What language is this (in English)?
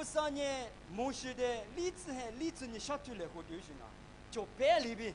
Lisu